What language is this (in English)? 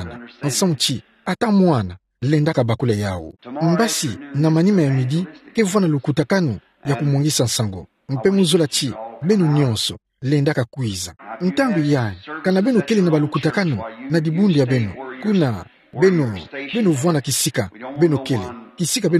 Kituba (Democratic Republic of Congo)